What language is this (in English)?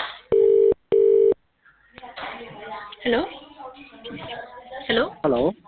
Khasi